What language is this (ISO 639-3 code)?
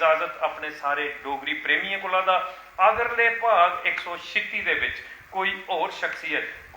doi